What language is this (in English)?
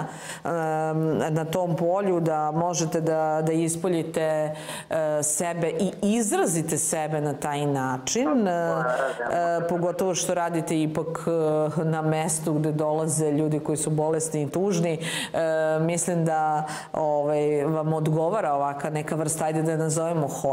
Serbian